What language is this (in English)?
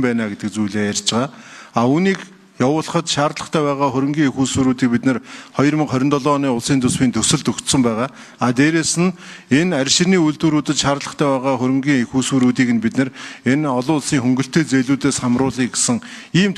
Mongolian